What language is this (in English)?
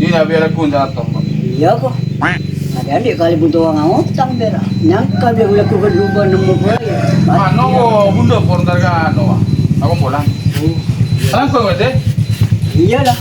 Madurese